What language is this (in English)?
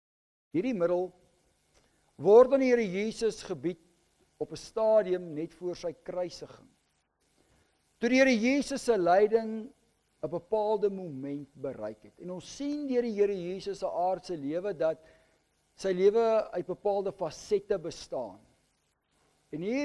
Afrikaans